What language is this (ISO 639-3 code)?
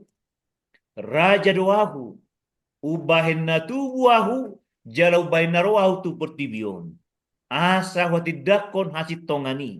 bbc